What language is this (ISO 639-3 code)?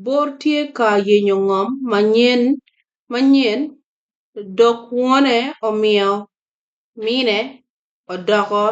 ach